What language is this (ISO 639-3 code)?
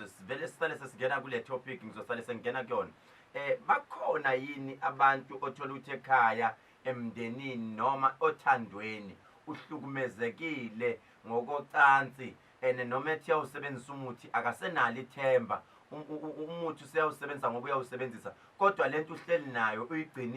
zul